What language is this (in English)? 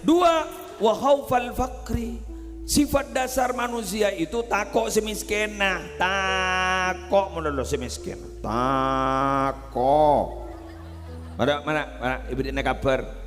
Madurese